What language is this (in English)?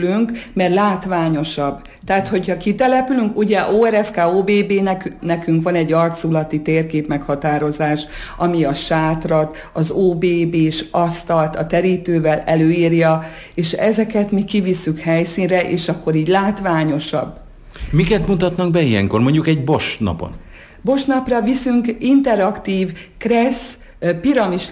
Hungarian